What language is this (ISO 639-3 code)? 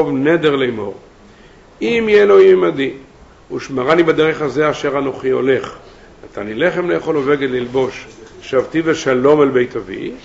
heb